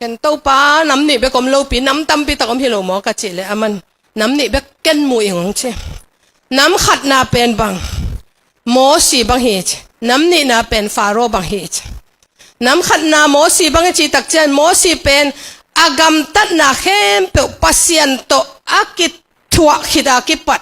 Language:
Tedim Chin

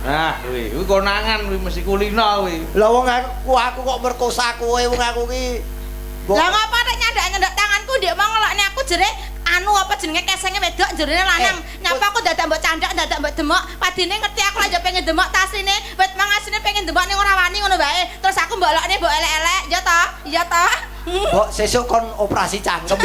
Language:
Javanese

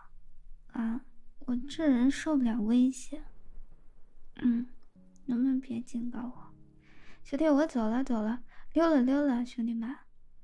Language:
Chinese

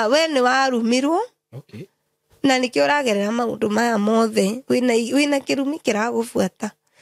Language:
Kikuyu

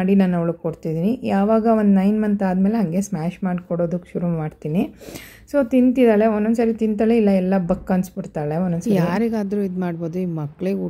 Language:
Kannada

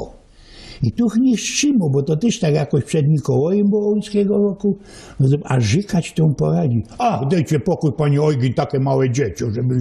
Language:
Silesian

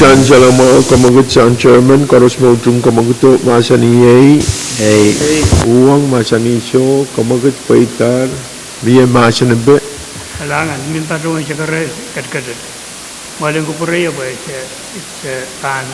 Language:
Pohnpeian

